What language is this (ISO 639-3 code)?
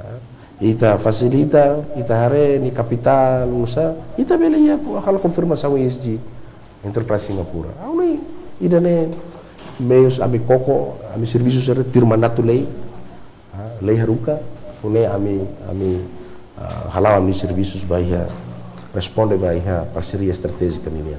tet